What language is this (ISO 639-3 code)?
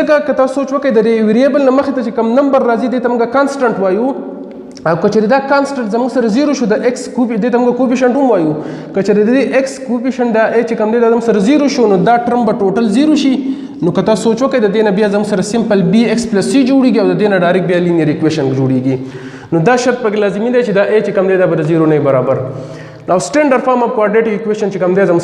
pus